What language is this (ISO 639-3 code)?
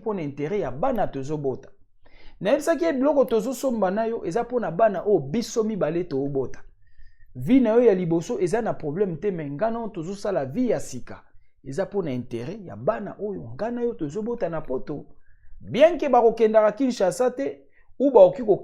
lin